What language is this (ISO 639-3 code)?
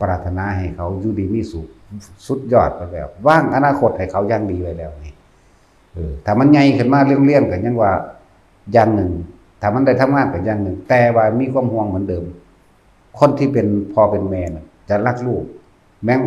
tts